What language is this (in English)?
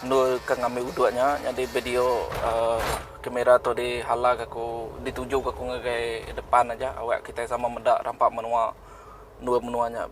Iban